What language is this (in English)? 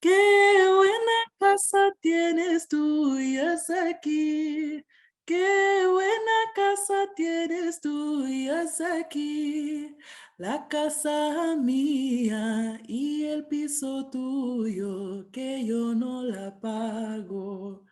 Ladino